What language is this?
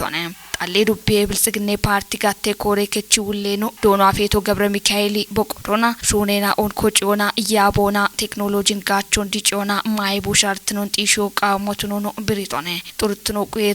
Kafa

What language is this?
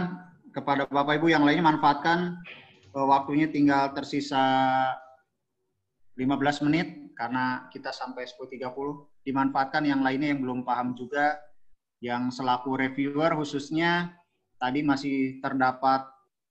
Indonesian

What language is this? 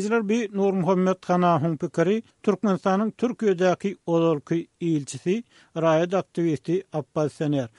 Turkmen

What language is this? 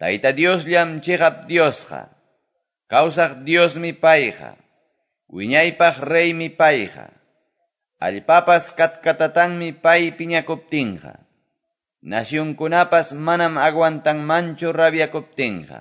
Quechua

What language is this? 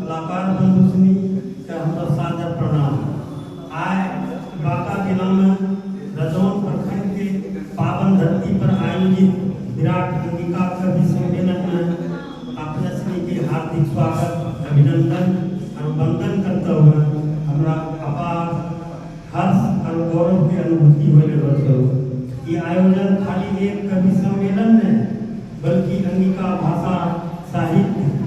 Angika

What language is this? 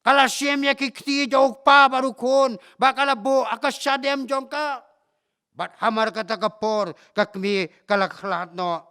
Khasi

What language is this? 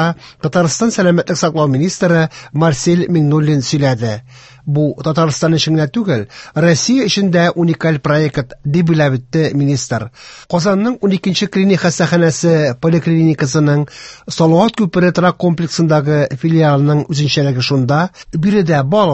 Tatar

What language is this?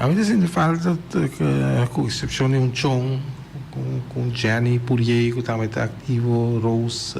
Papiamento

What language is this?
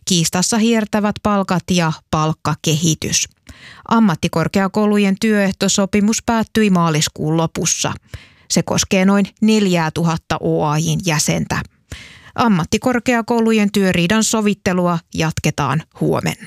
Finnish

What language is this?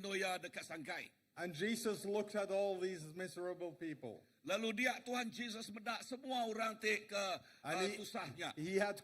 Iban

